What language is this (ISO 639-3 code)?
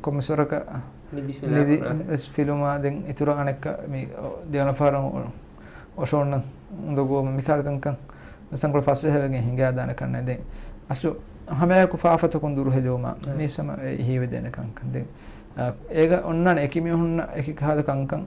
div